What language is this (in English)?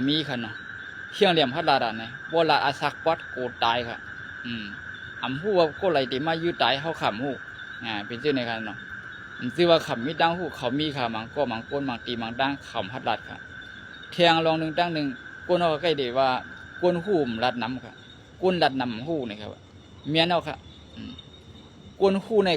Shan